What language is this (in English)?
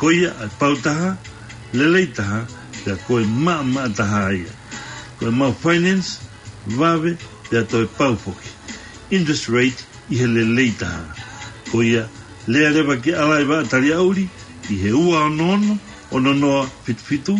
Tongan